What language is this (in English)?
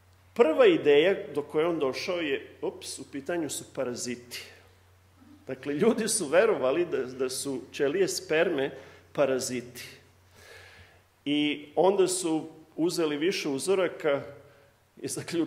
Serbian